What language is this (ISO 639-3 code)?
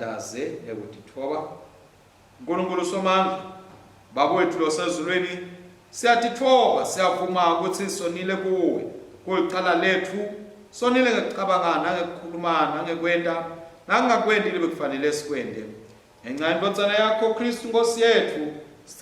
ssw